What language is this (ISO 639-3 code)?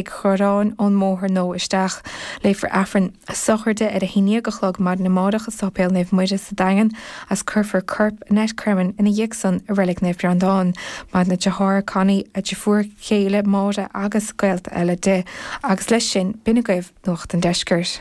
gle